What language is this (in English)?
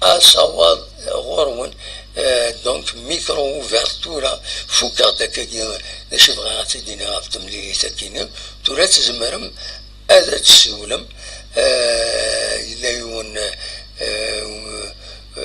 Kabyle